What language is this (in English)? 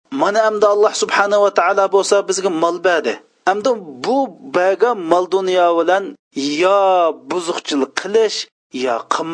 Uyghur